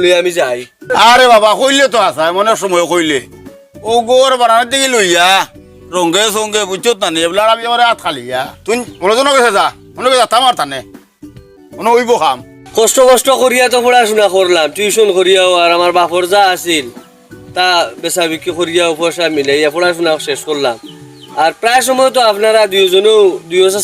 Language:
Sylheti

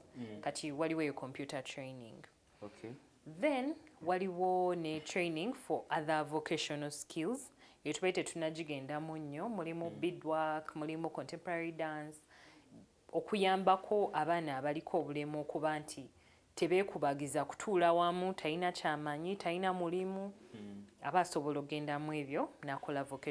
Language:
Ganda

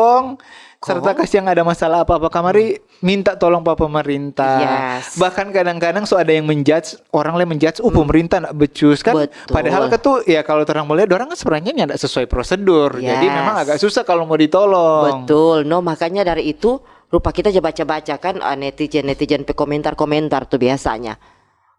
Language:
Manado Malay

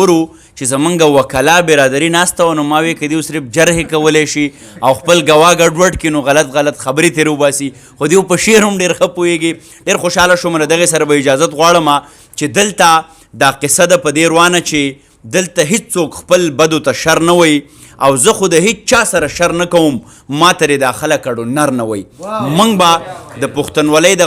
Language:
Pashto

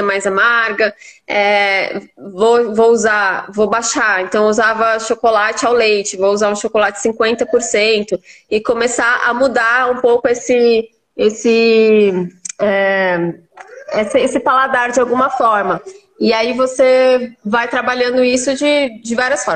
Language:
Portuguese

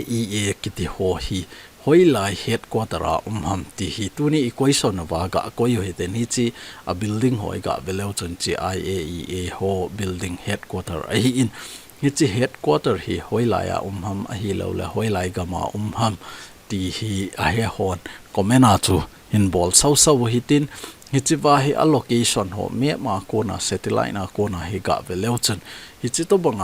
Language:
Thado Chin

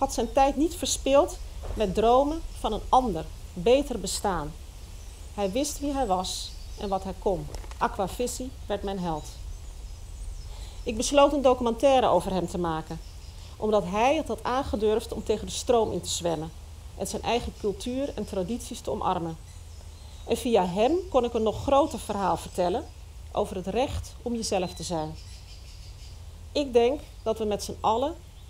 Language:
Dutch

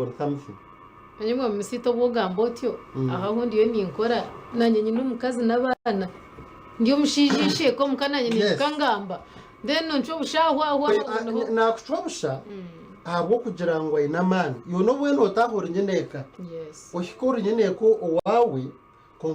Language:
Nyankole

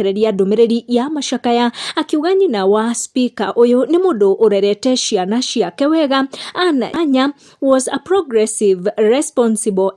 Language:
Kikuyu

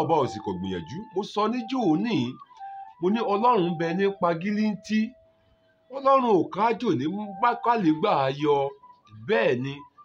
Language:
Yoruba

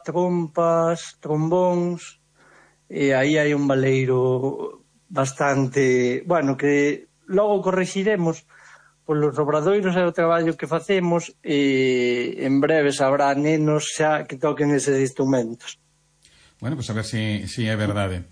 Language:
Galician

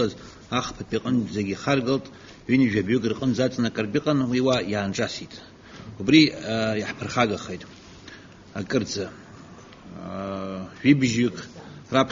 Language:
Abkhazian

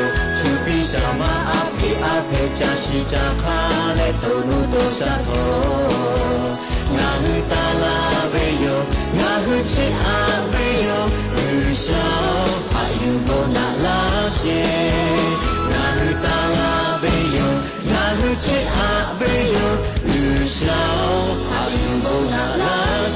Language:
Lahu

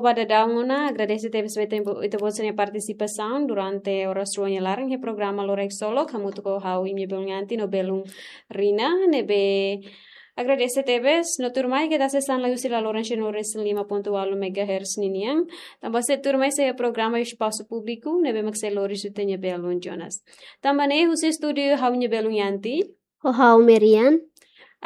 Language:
Tetum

